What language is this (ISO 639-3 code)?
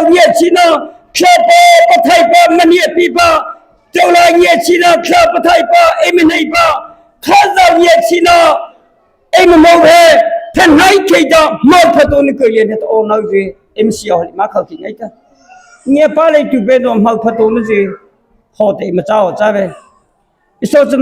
mrh